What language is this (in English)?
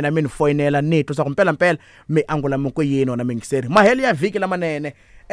Tsonga